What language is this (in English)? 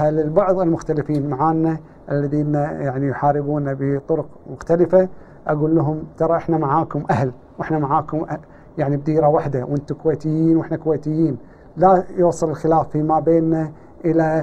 Gulf Arabic